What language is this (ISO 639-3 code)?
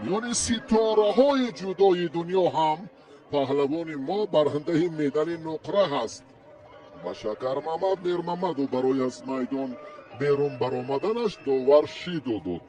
tgk